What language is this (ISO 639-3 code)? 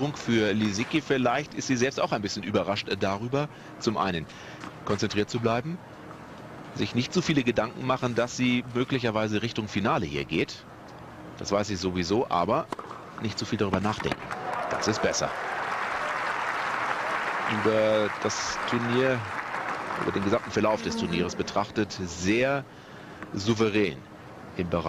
deu